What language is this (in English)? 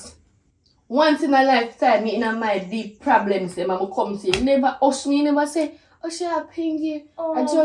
Jamaican Creole English